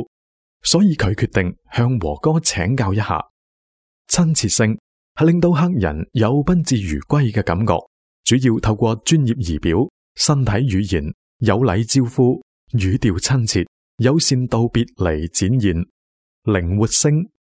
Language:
Cantonese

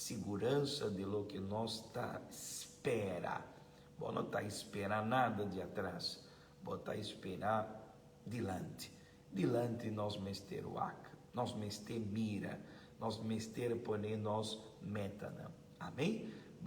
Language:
Papiamento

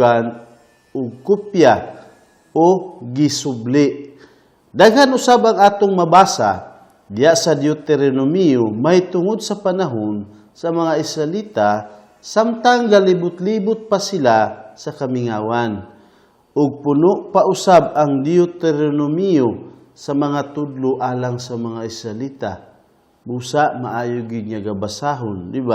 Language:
Cebuano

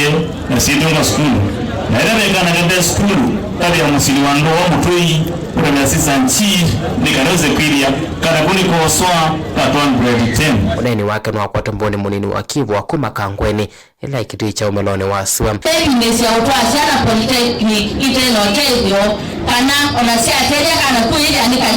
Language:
Kamba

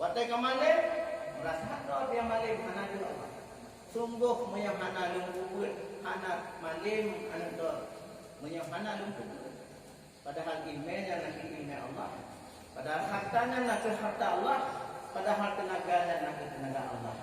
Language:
Achinese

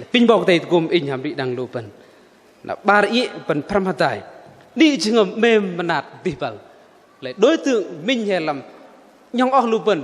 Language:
Bahnar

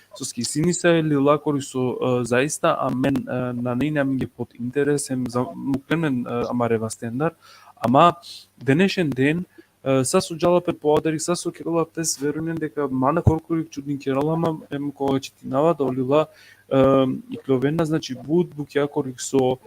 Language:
Balkan Romani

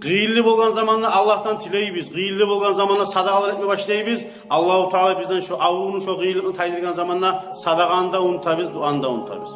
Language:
Kumyk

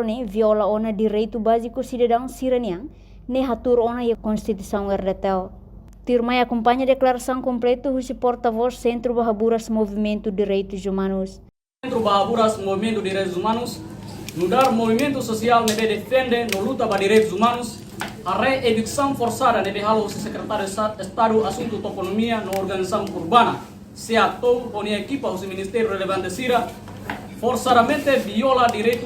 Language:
Tetum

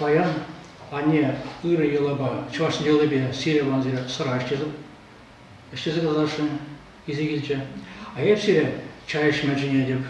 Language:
Chuvash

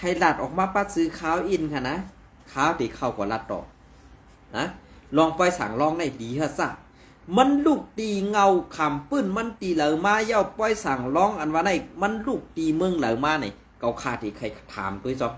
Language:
Shan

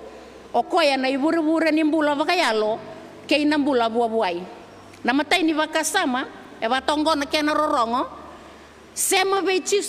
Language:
Fijian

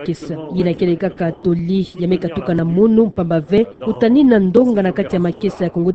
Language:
Kituba (Democratic Republic of Congo)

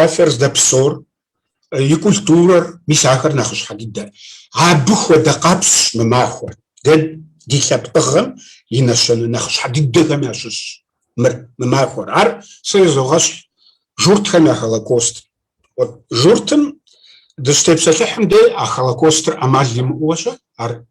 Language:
Kabardian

